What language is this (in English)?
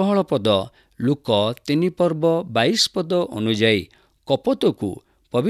Odia